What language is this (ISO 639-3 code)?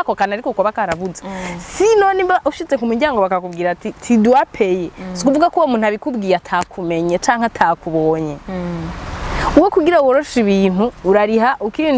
run